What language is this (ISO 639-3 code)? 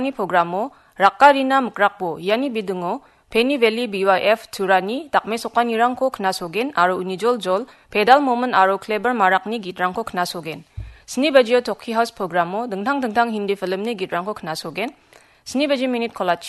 grt